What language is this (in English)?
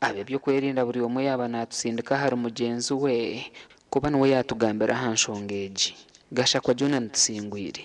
Nyankole